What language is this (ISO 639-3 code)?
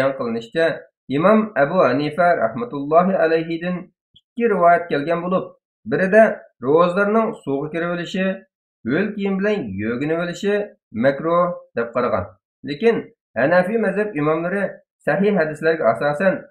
uig